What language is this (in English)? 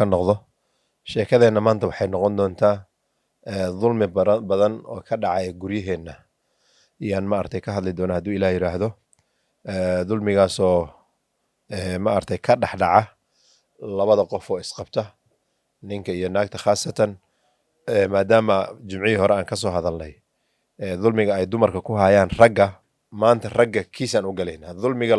Somali